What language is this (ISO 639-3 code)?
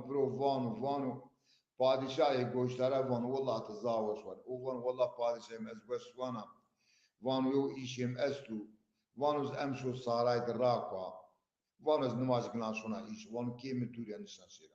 zza